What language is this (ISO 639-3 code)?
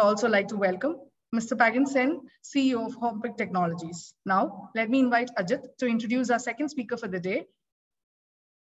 eng